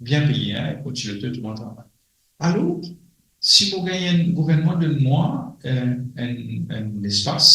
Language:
Morisyen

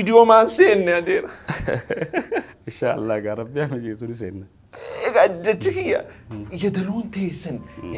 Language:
Oromo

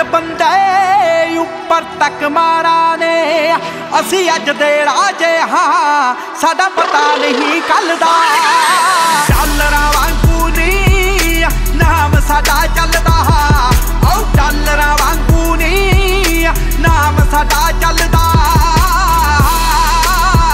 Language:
Punjabi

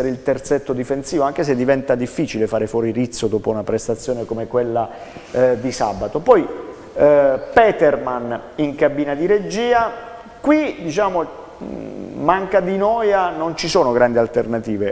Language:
Italian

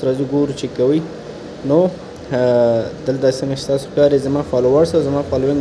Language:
Pashto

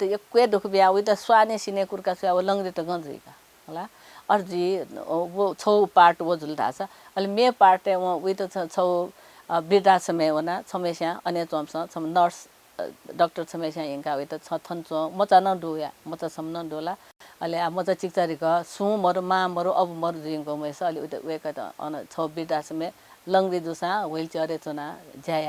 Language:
Newari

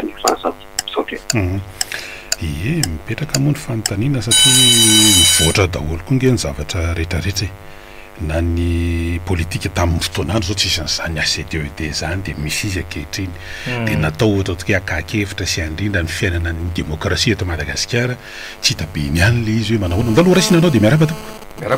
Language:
Malagasy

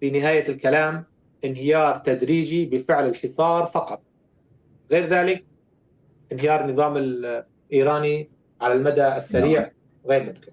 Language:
North Levantine Arabic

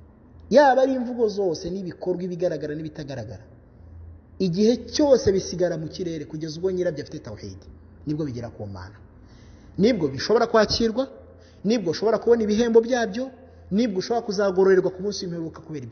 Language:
Kinyarwanda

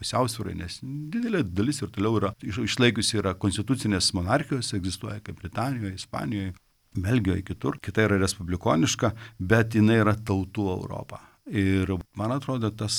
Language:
Lithuanian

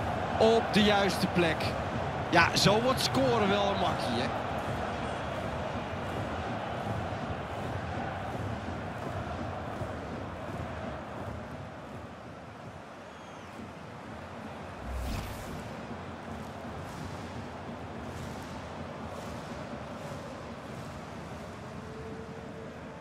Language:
Dutch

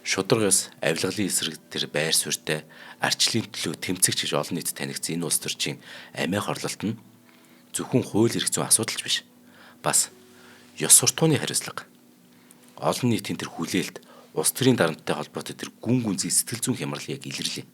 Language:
Mongolian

